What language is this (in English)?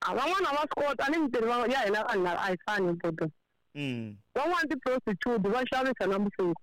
Tsonga